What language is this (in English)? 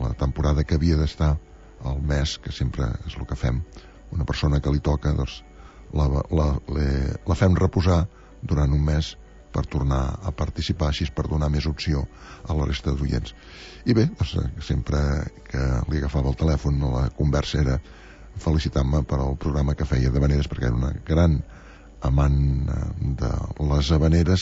Catalan